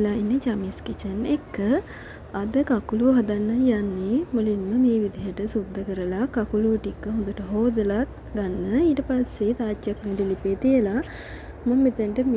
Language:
Sinhala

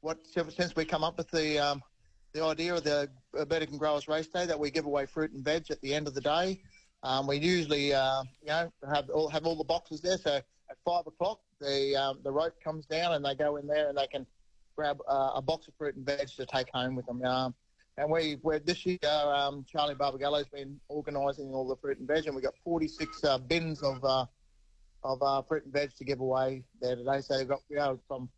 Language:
English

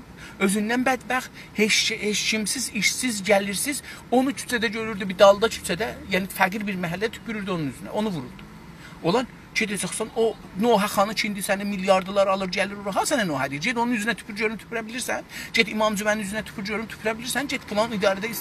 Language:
South Azerbaijani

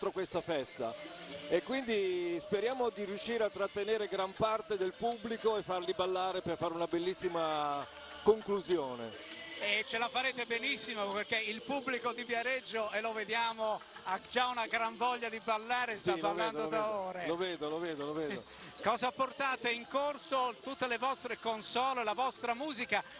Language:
Italian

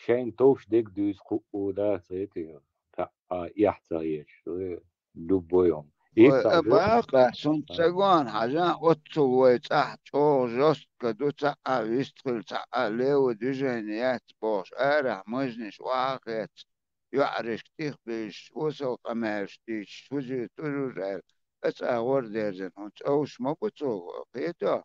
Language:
Chechen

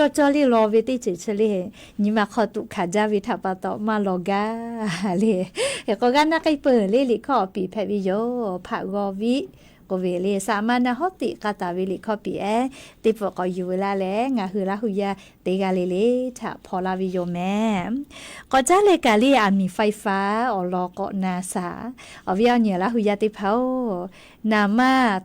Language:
Lahu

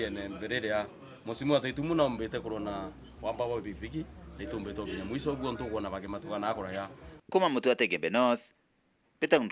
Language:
Meru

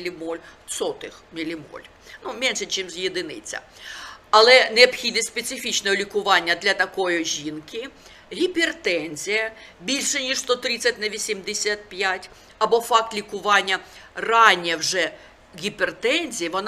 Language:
Ukrainian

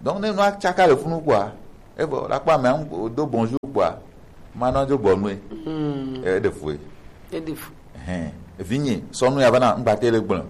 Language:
Gen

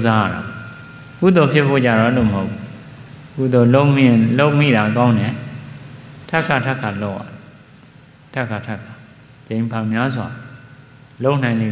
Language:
Burmese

